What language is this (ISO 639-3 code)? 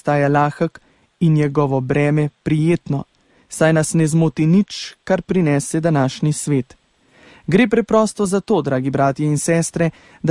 slv